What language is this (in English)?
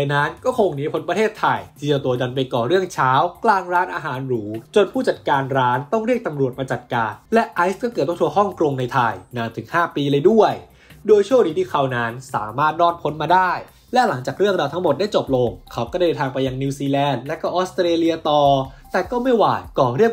Thai